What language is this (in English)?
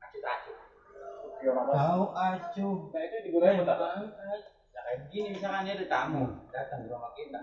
Betawi